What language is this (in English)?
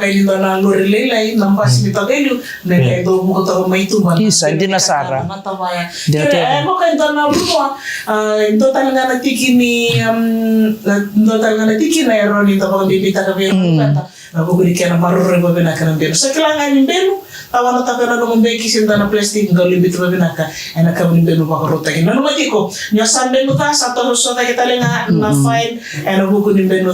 Fijian